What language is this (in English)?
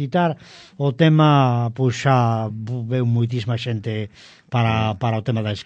Galician